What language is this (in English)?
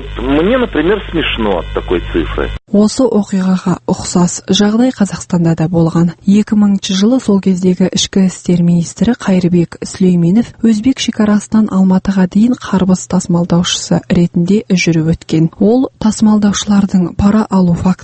Kazakh